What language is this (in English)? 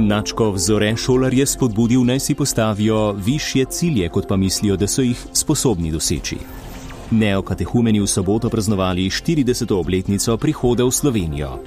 Slovenian